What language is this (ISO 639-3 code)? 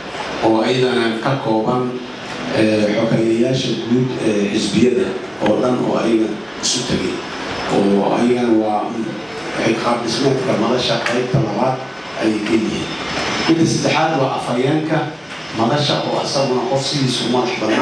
som